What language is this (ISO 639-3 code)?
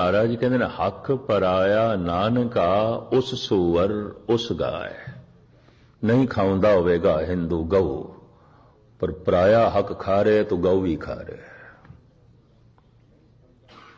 pan